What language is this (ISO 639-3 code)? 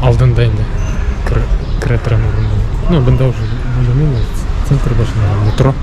bak